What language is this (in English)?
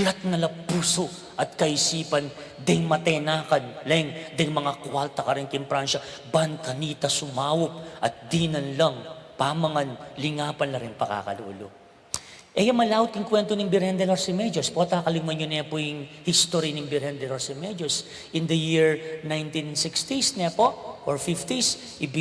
Pampanga